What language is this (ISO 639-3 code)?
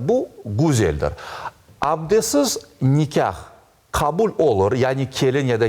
crh